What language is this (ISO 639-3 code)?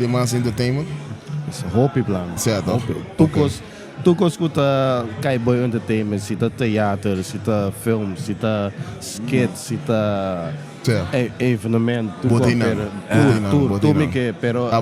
pap